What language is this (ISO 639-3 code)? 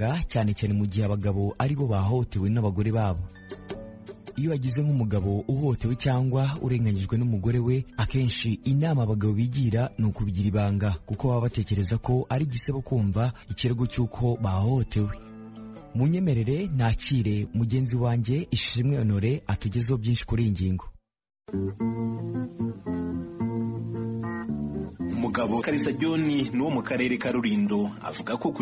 kin